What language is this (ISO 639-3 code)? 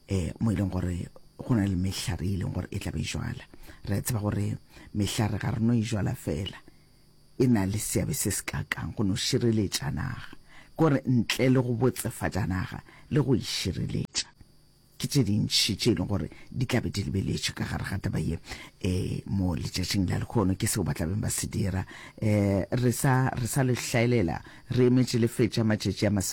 nso